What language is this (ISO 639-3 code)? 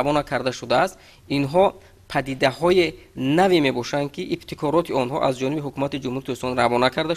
tgk